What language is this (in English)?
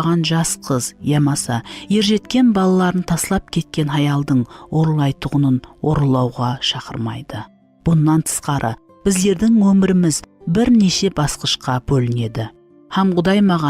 Kara-Kalpak